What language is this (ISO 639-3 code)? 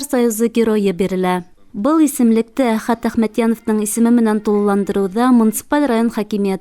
bak